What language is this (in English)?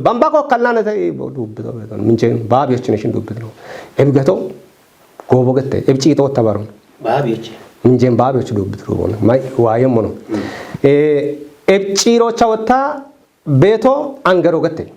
Kafa